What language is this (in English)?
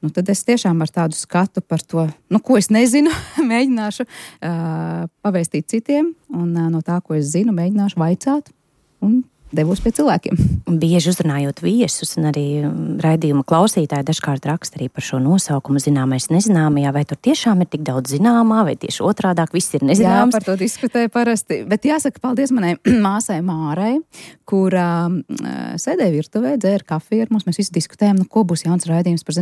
Latvian